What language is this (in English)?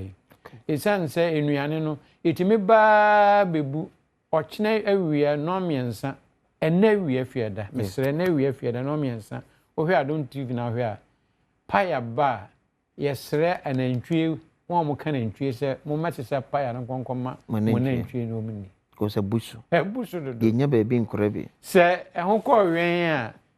Akan